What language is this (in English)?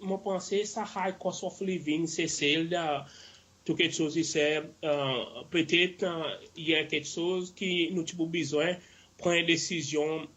Seselwa Creole French